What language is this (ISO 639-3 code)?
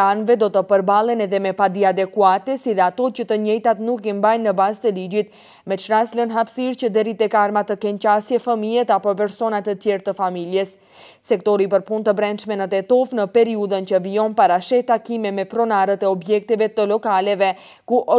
sqi